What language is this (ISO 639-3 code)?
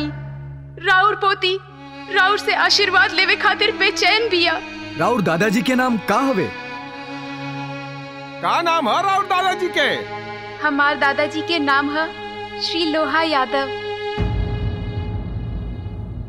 bho